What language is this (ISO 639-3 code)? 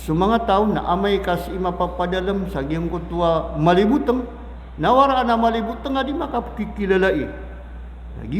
mrw